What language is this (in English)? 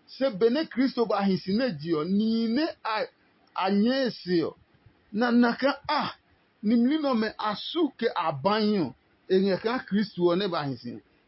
Adangme